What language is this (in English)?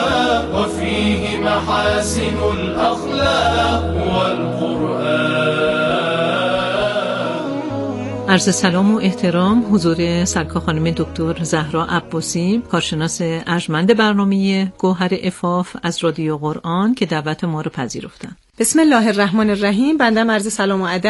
Persian